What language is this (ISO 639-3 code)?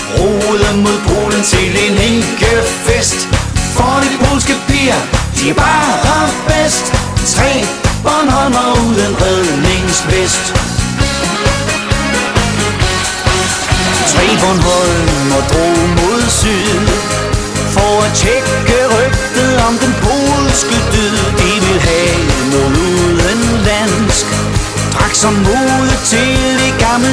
dan